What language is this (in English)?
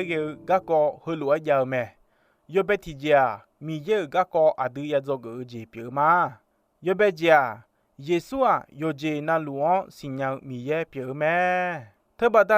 Akha